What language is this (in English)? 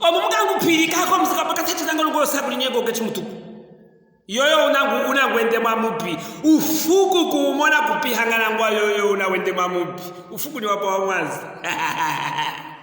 Luvale